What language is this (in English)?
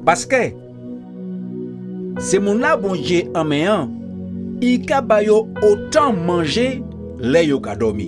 Guadeloupean Creole French